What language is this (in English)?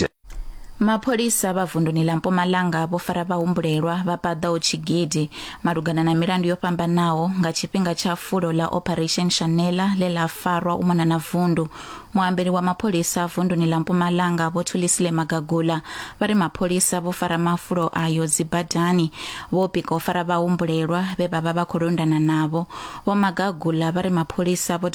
Venda